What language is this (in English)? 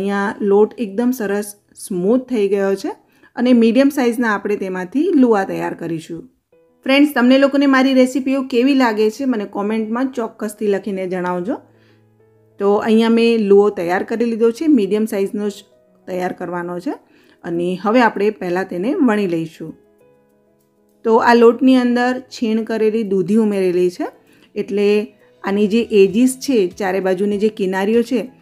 Gujarati